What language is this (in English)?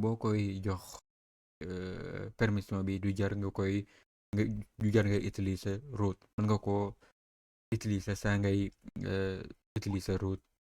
Wolof